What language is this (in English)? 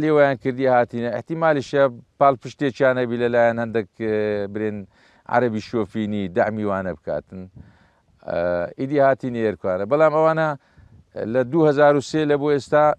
Central Kurdish